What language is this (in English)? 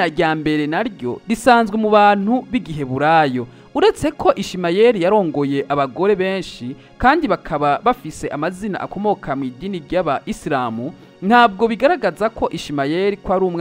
Rundi